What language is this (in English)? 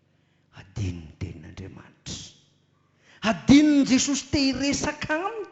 Malagasy